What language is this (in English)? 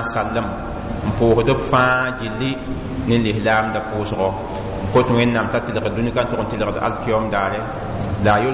Mossi